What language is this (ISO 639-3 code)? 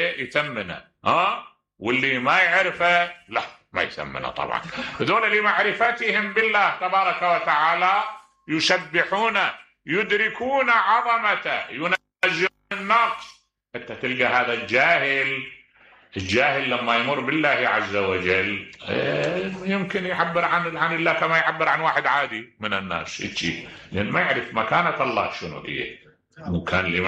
acm